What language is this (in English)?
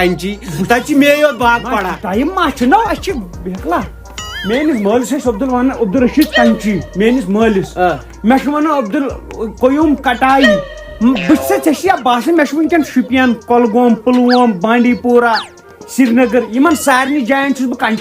Kashmiri